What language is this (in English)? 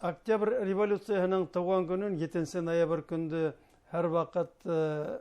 Bashkir